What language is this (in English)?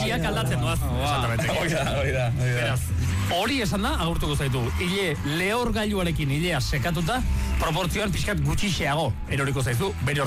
Basque